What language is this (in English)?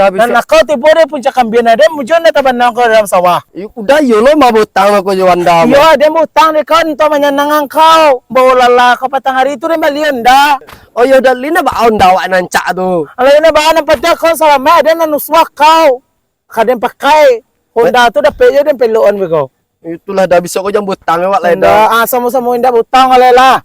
Minangkabau